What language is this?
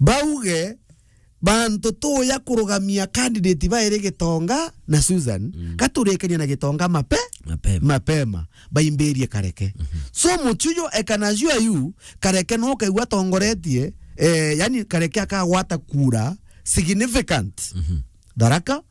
Meru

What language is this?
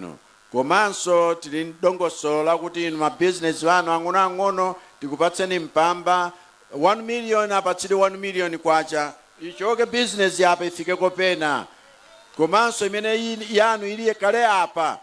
Nyanja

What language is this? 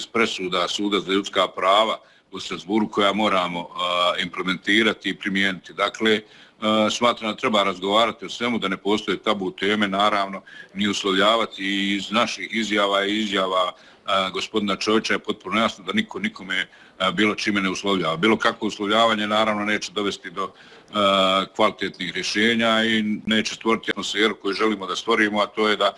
Bosnian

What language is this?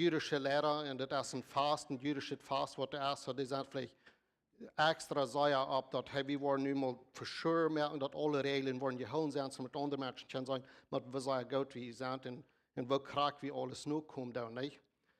Plautdietsch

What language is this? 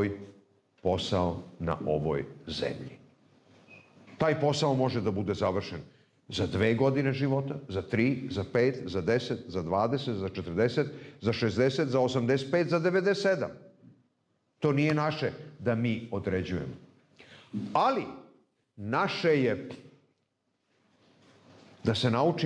Serbian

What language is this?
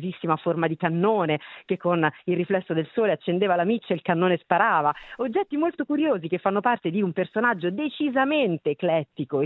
Italian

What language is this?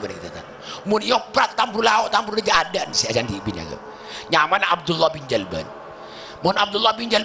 Madurese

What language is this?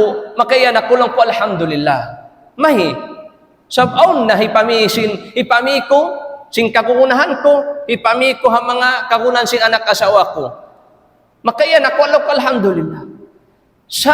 Tausug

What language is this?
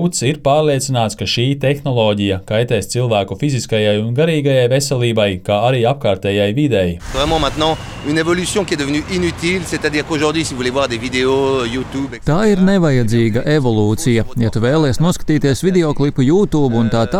Latvian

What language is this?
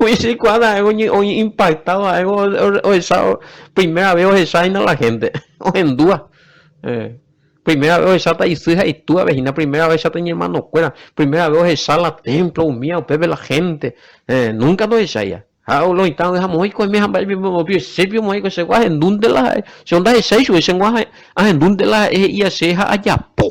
Guarani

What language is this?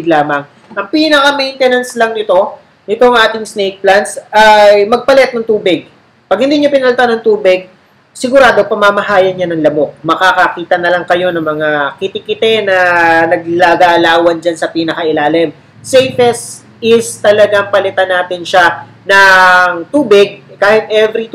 Filipino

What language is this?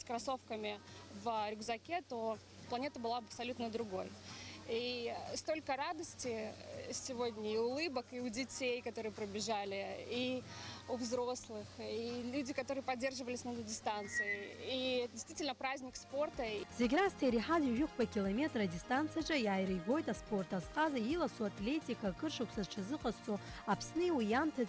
Abkhazian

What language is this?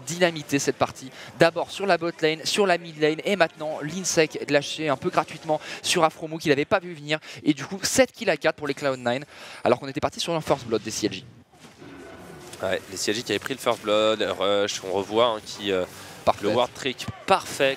French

